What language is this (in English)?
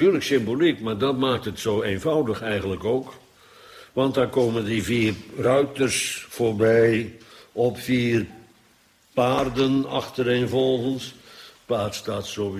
Dutch